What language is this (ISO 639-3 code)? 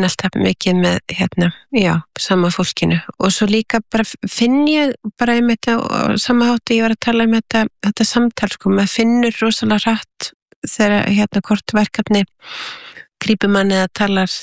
isl